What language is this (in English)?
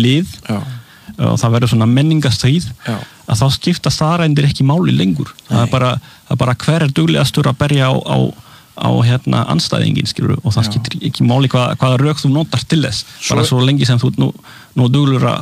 Icelandic